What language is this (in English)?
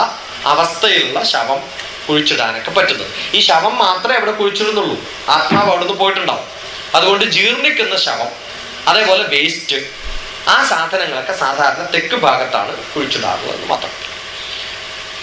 Malayalam